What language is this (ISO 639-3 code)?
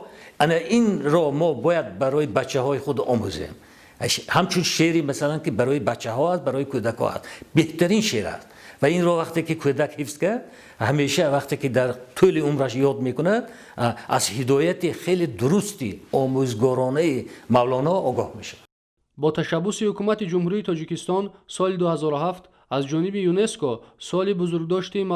tgk